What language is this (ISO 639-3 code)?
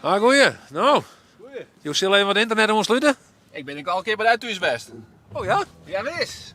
fry